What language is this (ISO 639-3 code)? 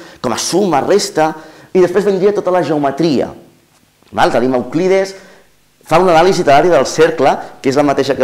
cat